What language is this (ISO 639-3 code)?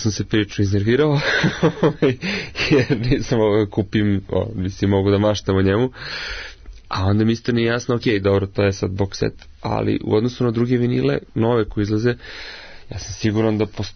srp